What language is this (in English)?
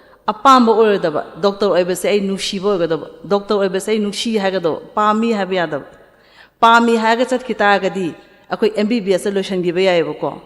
Manipuri